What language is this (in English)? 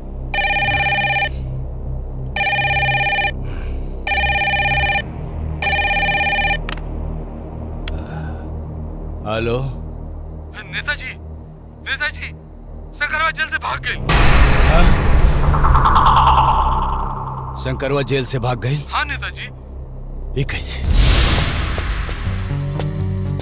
Bhojpuri